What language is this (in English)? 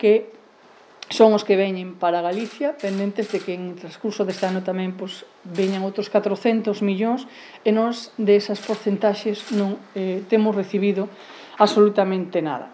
Galician